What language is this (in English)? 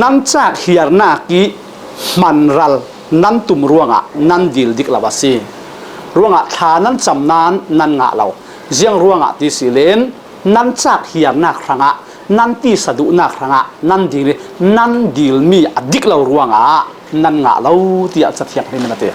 Falam Chin